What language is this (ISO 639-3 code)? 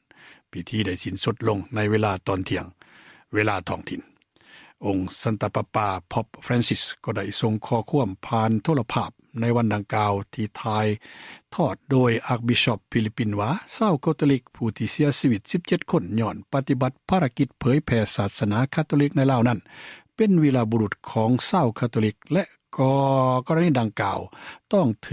lao